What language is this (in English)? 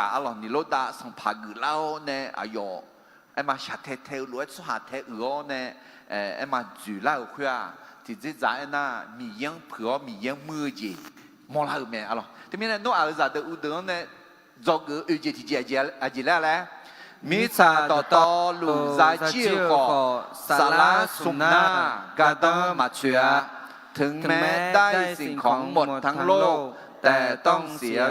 Akha